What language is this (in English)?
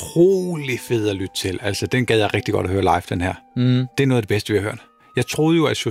Danish